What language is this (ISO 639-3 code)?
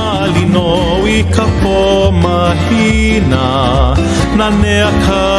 haw